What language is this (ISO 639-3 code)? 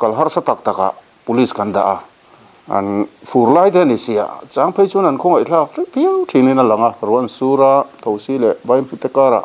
lus